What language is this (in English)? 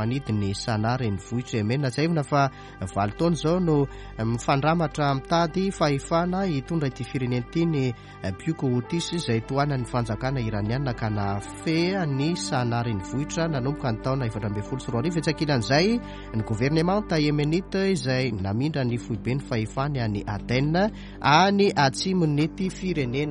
Malagasy